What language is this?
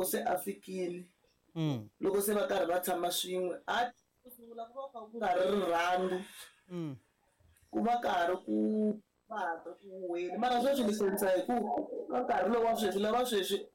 Tsonga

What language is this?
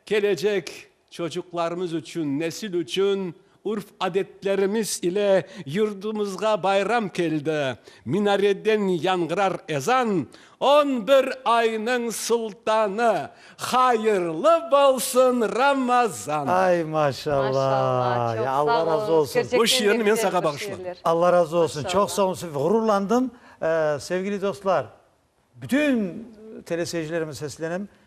Crimean Tatar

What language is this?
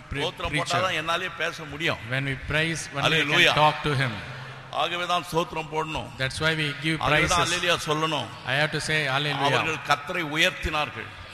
Tamil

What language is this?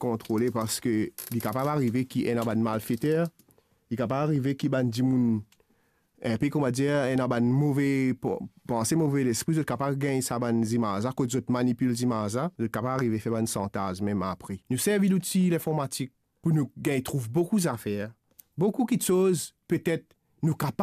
Morisyen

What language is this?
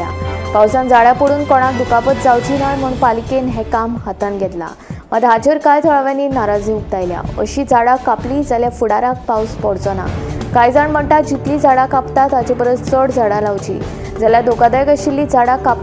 Konkani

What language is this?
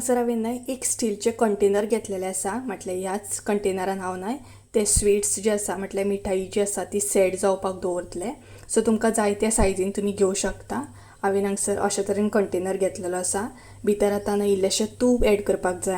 Konkani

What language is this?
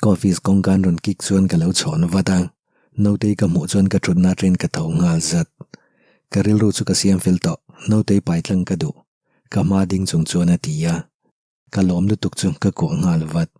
Mizo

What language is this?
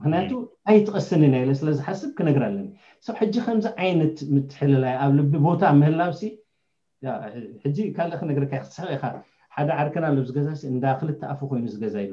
Tigrinya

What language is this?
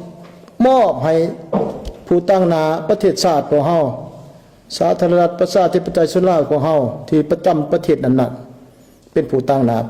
Lao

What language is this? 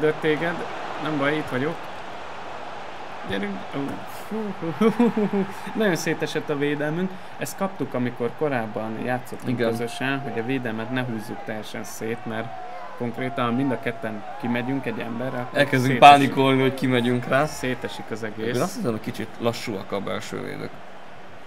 Hungarian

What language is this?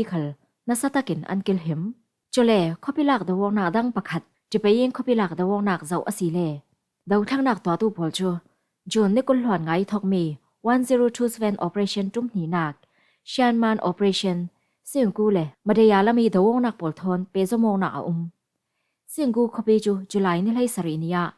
Falam Chin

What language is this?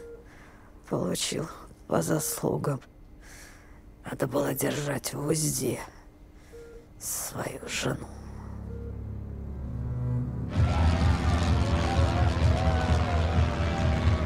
Russian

